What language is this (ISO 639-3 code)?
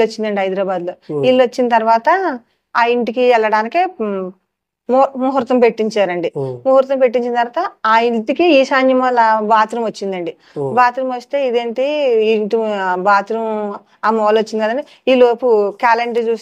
tel